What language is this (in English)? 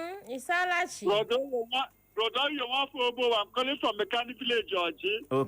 Igbo